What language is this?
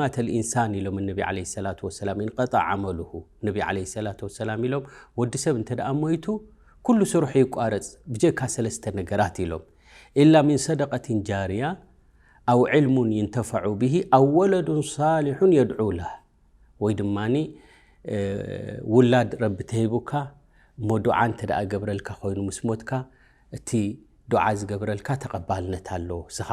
Tigrinya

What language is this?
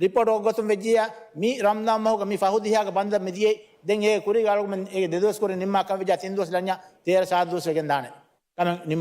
Divehi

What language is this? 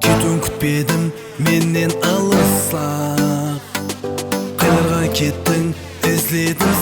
Kara-Kalpak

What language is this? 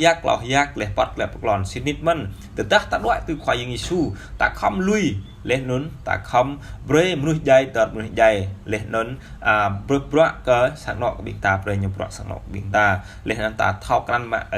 Jarai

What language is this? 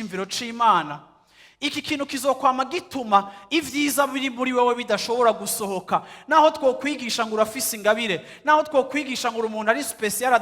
Rundi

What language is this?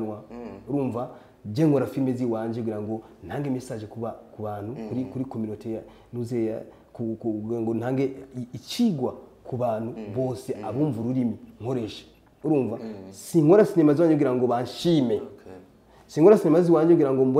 Rundi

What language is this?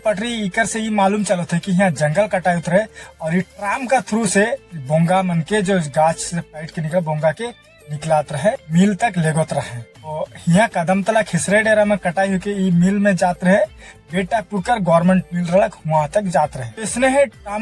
Sadri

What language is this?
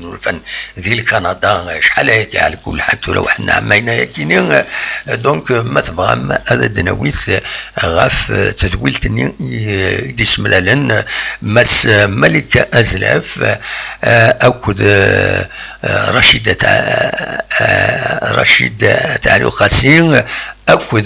Kabyle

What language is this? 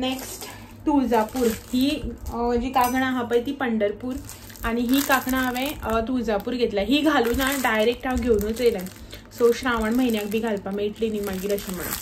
Konkani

